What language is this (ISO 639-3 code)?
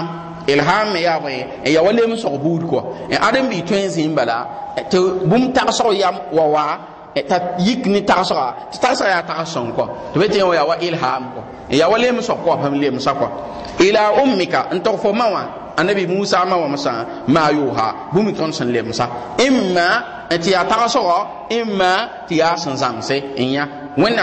mos